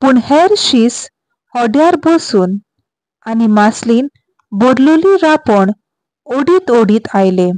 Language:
Konkani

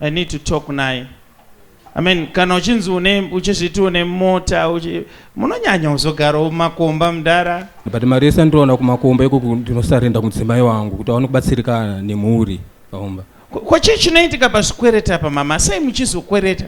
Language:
Shona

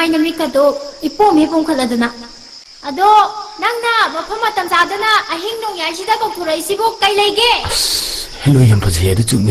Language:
Manipuri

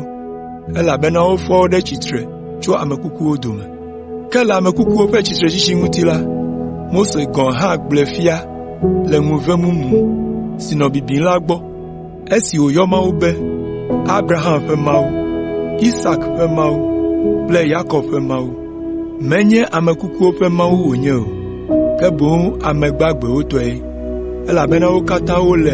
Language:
Ewe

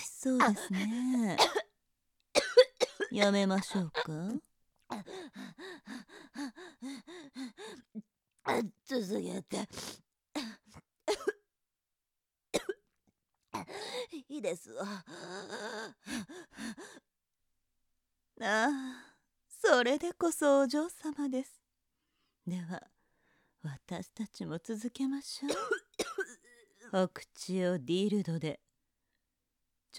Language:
Japanese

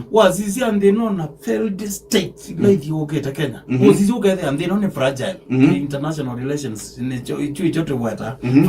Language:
Kamba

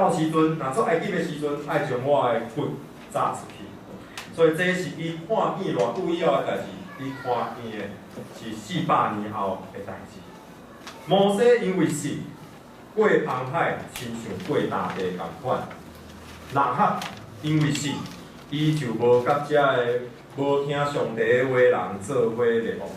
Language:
Min Nan Chinese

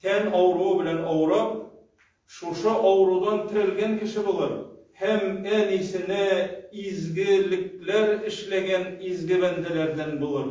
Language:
Tatar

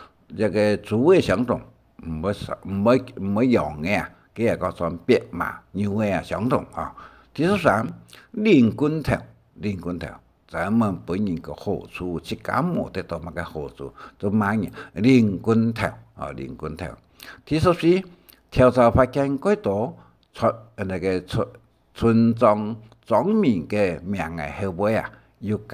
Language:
Hakka Chinese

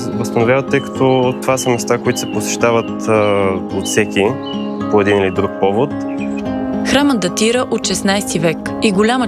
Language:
Bulgarian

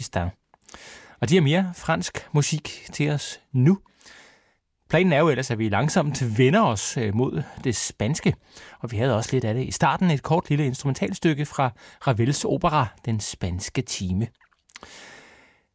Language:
Danish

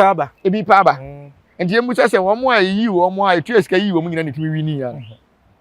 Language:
Akan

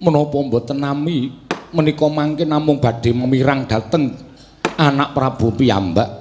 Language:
Javanese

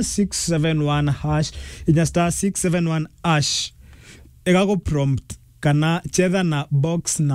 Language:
Meru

